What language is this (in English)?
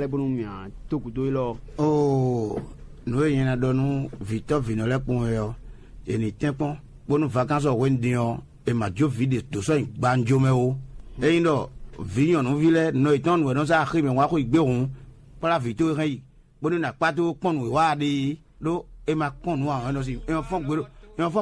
Fon